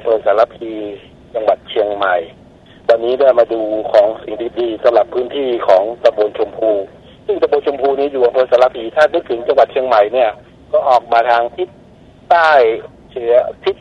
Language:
Thai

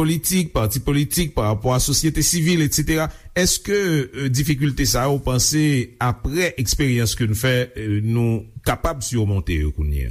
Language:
Haitian Creole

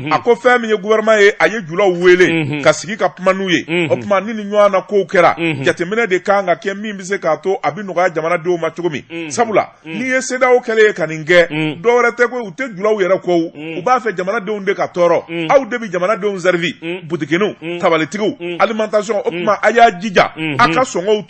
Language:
Bambara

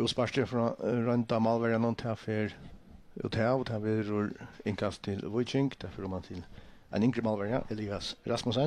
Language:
Faroese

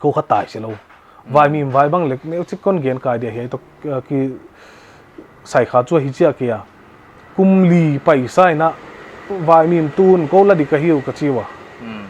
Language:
Paite Chin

